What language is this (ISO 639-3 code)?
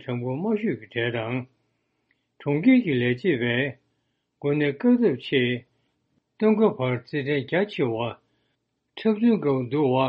bod